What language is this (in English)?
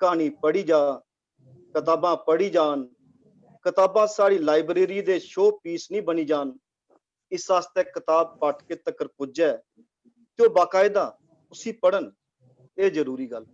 Dogri